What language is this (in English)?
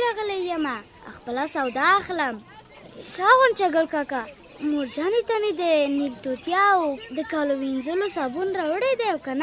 Pashto